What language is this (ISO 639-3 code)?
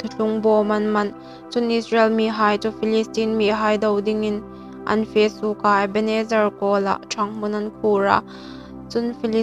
hmr